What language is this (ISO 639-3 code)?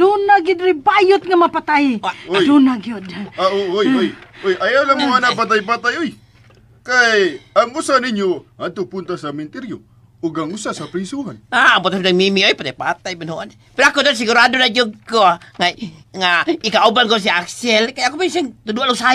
ceb